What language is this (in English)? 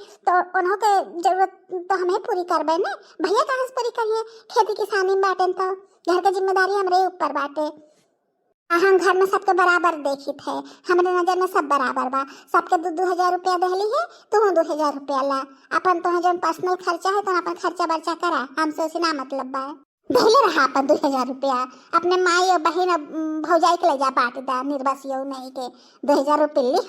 Bhojpuri